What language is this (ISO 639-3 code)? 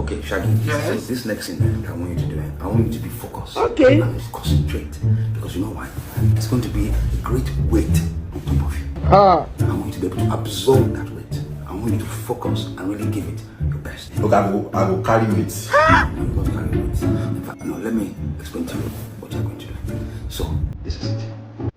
pcm